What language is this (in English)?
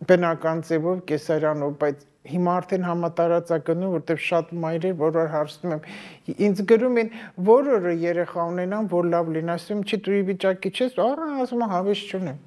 Armenian